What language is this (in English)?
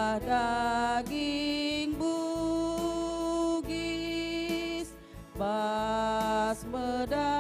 Batak Karo